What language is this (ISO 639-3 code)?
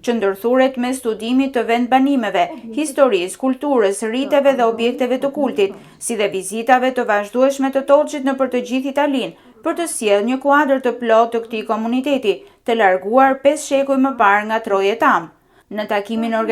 sqi